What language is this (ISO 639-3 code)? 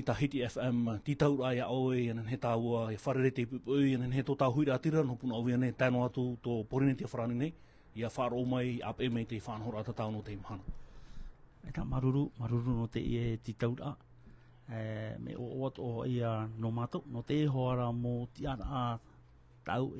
tah